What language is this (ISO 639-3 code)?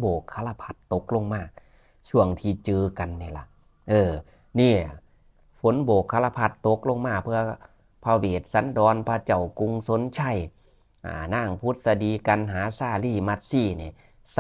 tts